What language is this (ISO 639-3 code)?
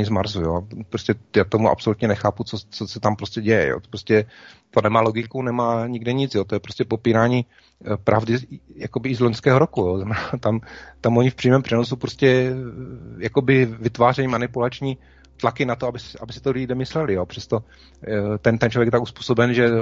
ces